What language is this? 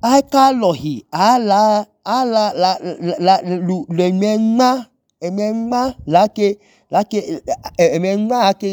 Idoma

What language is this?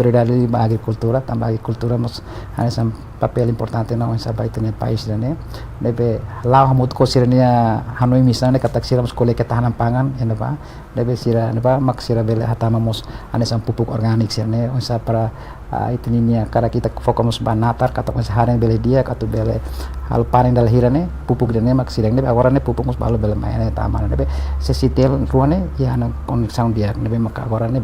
Tetum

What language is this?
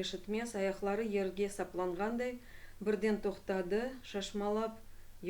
Crimean Tatar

